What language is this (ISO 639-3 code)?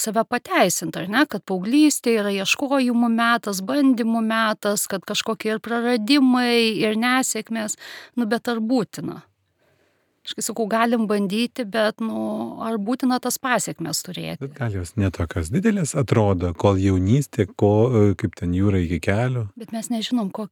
lit